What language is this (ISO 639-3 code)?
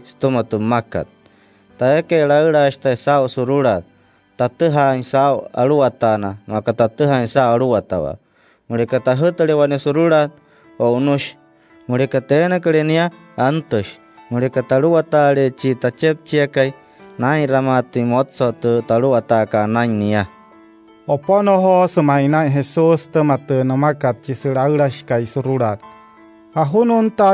guc